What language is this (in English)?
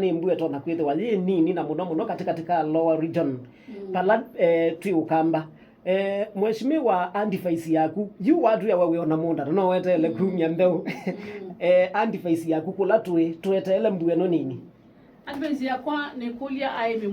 Kamba